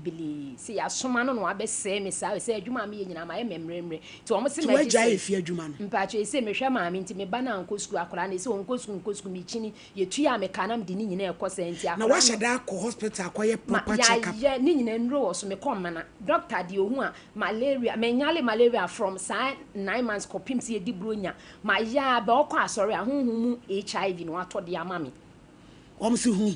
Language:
Akan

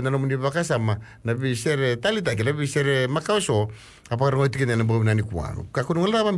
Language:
Fijian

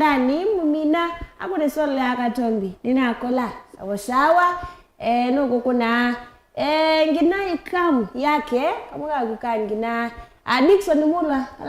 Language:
Kamba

